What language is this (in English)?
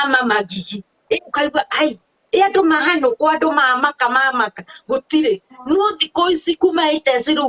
Kikuyu